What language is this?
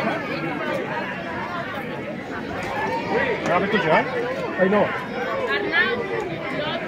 Catalan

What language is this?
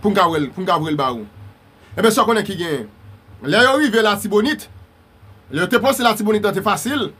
Haitian Creole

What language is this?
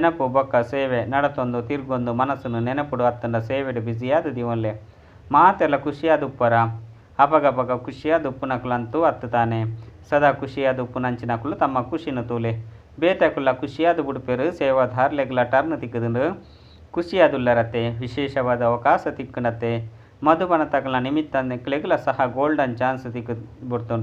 Tulu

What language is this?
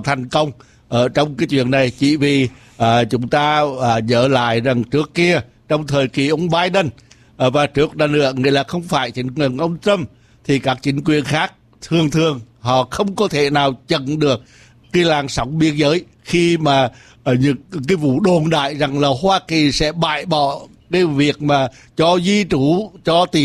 Vietnamese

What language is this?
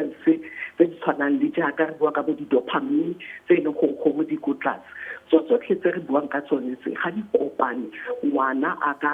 Tswana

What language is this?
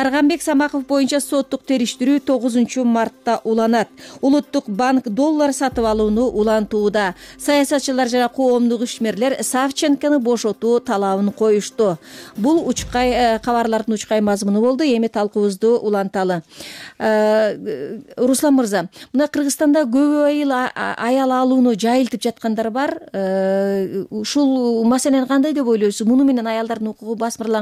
Kyrgyz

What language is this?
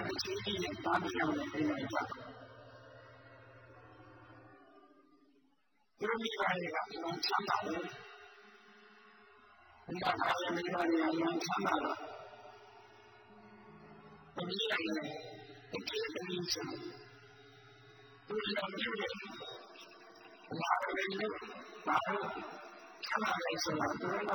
Burmese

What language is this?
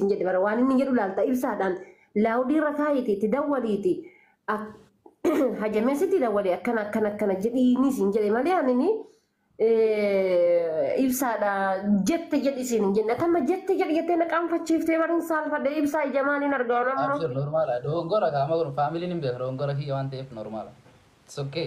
Oromo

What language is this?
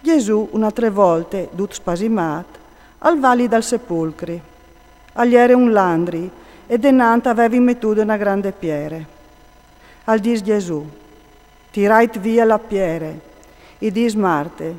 Friulian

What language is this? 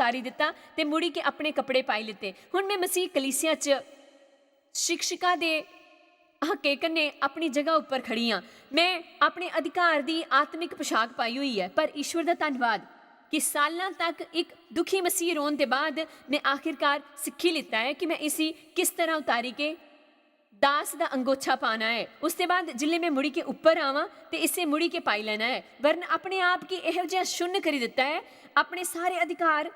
Dogri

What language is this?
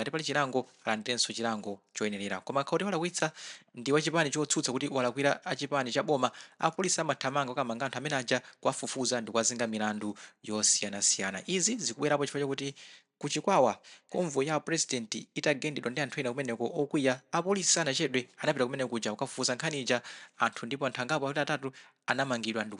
Nyanja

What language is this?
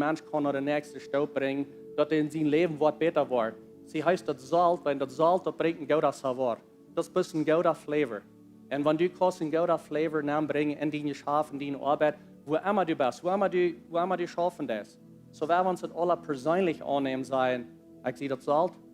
Plautdietsch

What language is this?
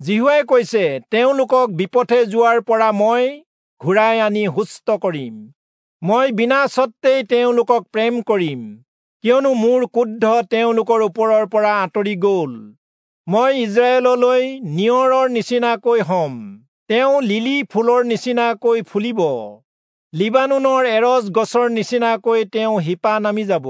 Assamese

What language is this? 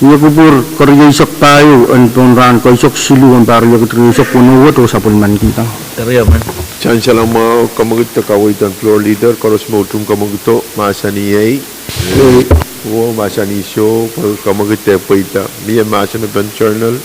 Pohnpeian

